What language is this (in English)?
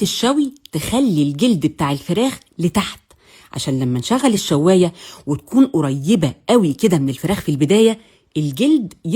Egyptian Arabic